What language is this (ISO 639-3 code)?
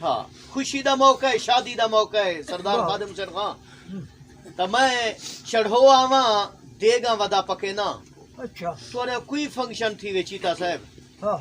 skr